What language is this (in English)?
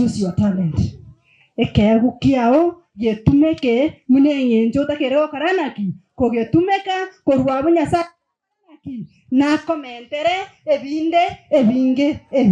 Gusii